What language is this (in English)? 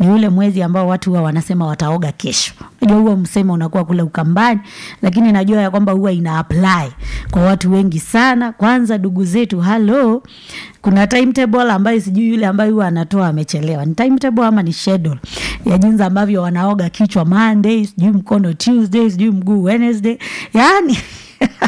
Swahili